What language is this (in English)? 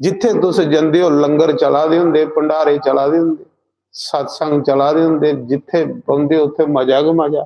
Dogri